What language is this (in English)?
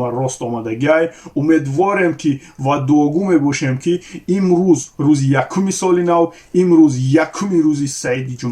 Tajik